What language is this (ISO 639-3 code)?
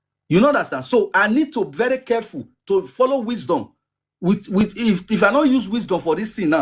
pcm